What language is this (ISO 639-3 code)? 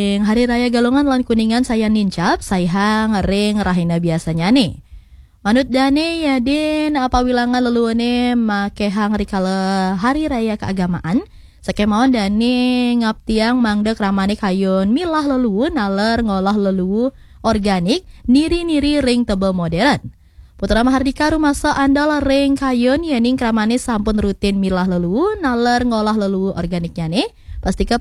ban